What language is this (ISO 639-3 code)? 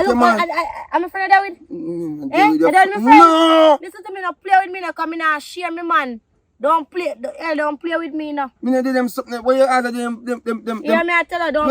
jam